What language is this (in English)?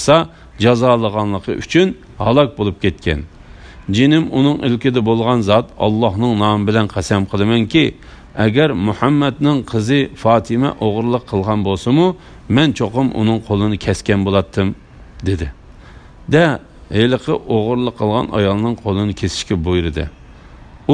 Uyghur